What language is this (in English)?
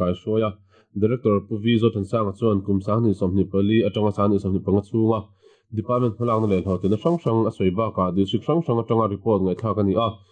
Mizo